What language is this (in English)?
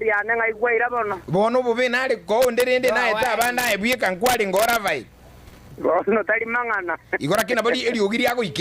Gusii